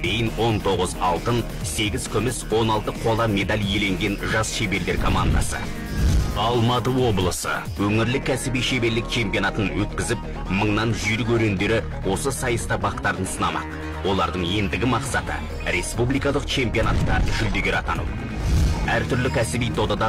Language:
Kazakh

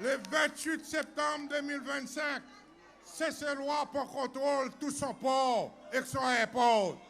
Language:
Seselwa Creole French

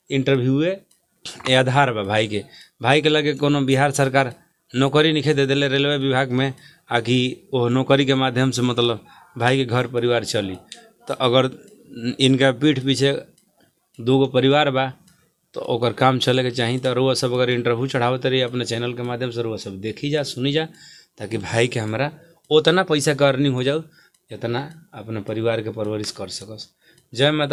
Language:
Bhojpuri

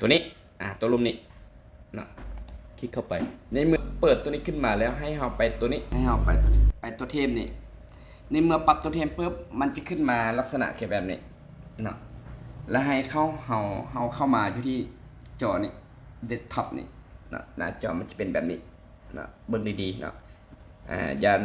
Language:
Lao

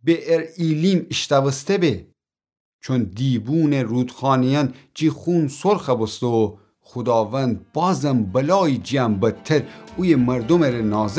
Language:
Gilaki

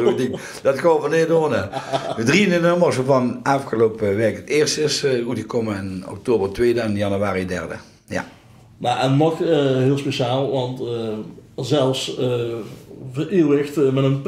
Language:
Limburgish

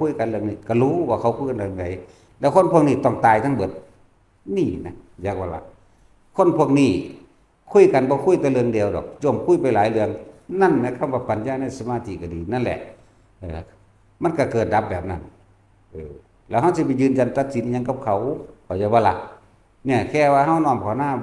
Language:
Northeastern Thai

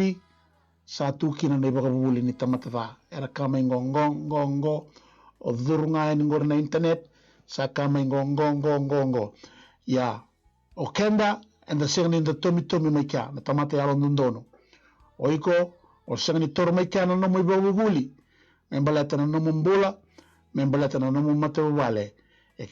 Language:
Fijian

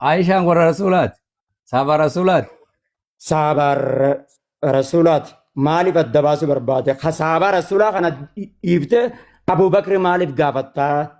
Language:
Oromo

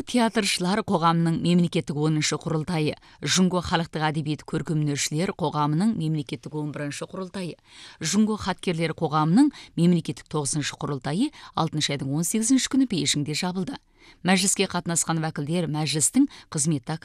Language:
Kazakh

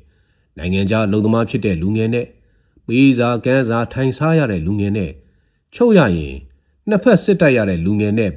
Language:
Burmese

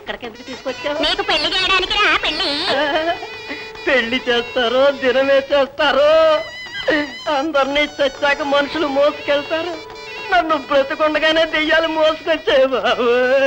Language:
Telugu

